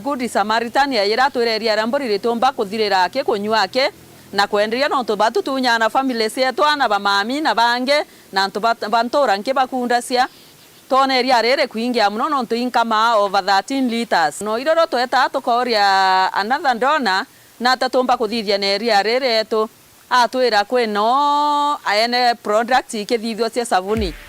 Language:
Meru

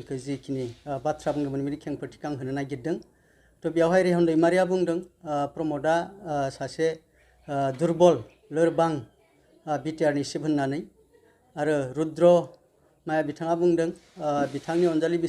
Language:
Bodo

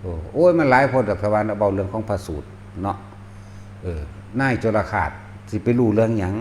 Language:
Northeastern Thai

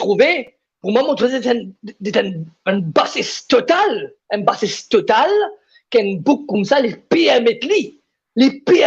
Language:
Morisyen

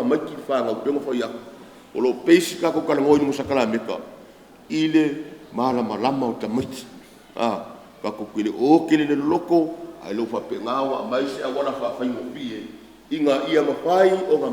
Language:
Samoan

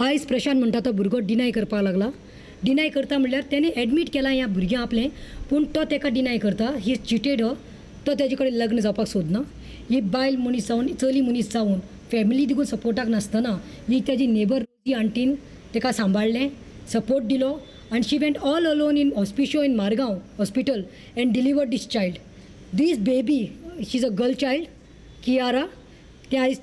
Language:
Konkani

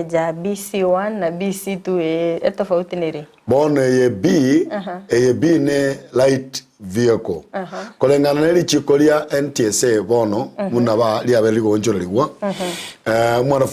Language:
Gusii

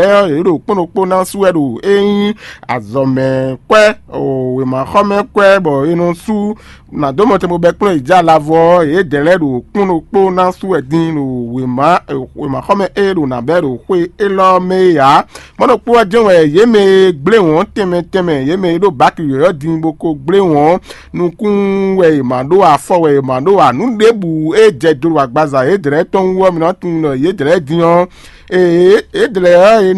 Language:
Fon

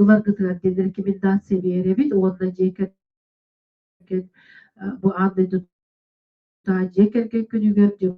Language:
Yakut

